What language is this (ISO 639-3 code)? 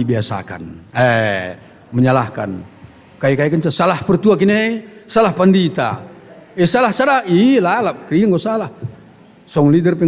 btx